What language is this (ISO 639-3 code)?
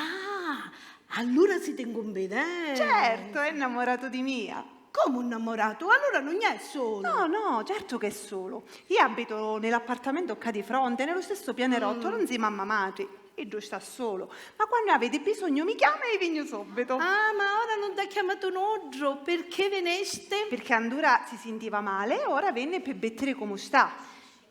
scn